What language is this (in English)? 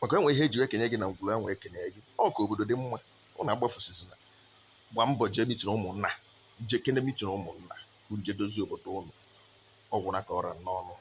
Igbo